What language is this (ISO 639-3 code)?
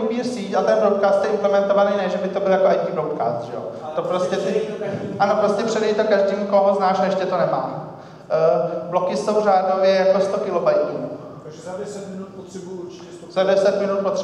ces